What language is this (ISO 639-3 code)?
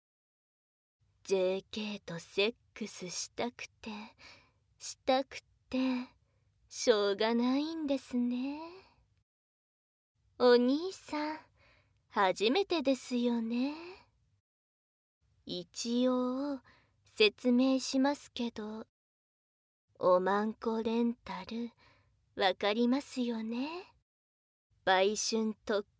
jpn